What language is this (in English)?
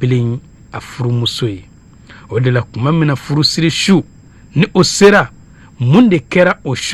Bambara